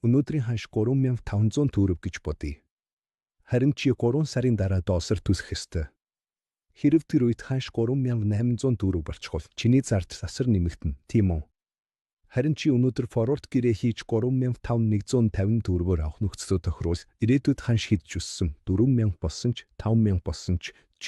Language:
Mongolian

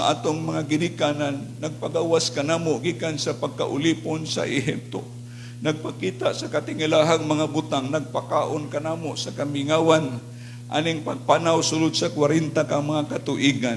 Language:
Cebuano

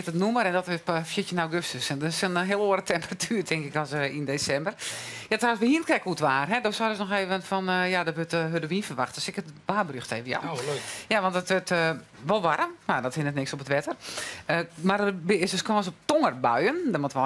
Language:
Western Frisian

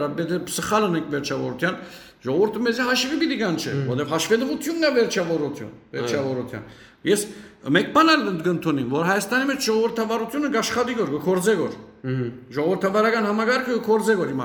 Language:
Western Armenian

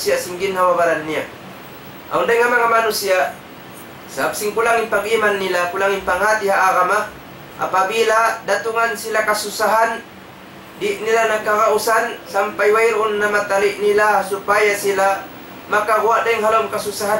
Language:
Tausug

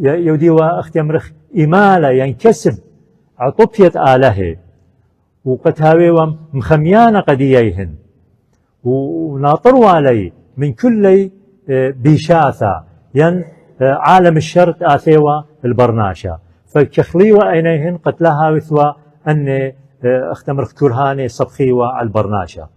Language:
Assyrian Neo-Aramaic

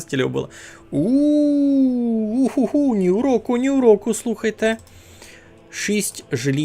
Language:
Rusyn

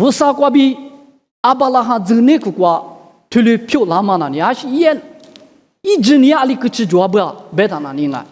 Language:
Lisu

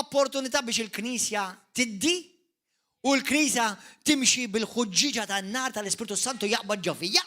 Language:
Maltese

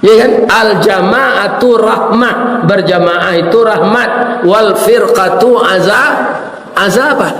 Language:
Minangkabau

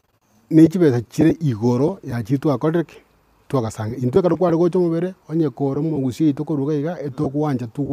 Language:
Gusii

